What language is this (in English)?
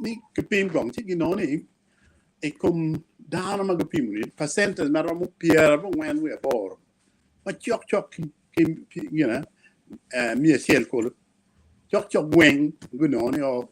Acoli